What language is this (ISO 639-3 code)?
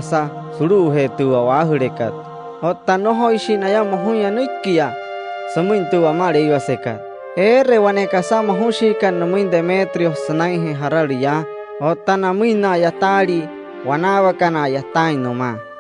guc